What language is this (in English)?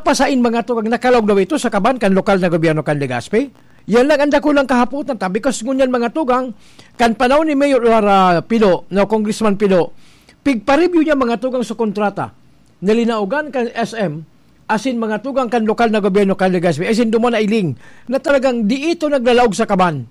Bikol